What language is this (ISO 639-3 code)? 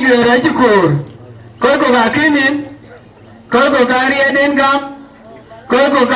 din